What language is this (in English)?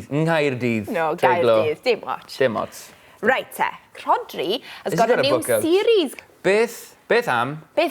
Welsh